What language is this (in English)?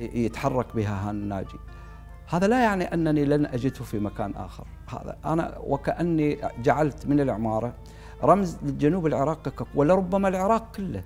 Mesopotamian Arabic